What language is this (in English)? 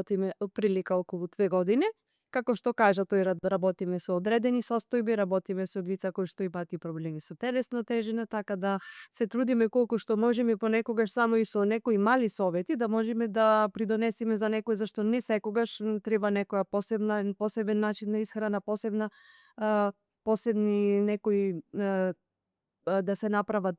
Macedonian